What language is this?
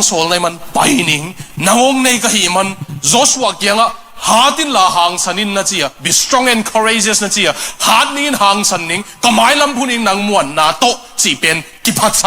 Tedim Chin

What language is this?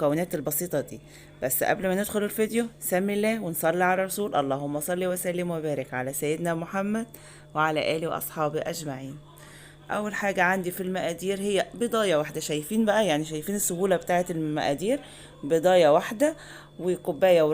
Egyptian Arabic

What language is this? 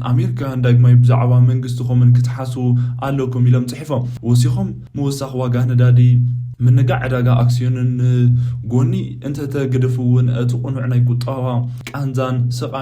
Tigrinya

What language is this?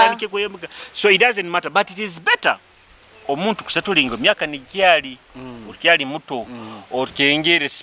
Nyoro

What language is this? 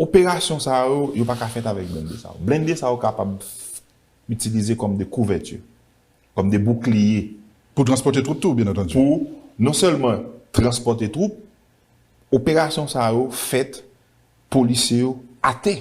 Haitian Creole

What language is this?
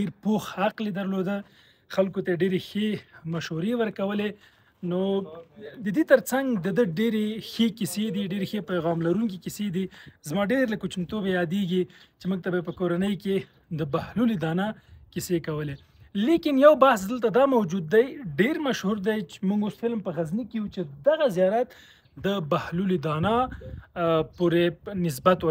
Pashto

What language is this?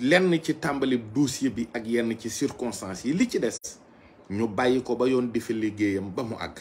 Wolof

